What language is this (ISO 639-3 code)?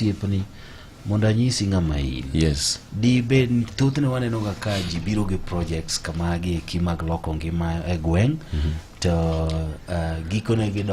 luo